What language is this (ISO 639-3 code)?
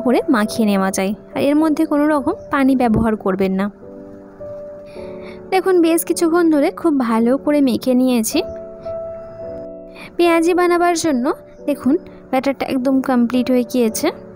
ben